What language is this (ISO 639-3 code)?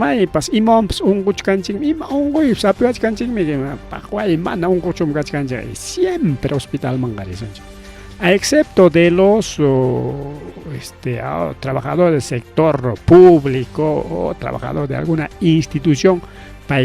quy